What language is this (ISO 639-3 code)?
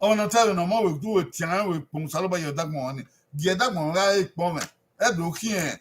bin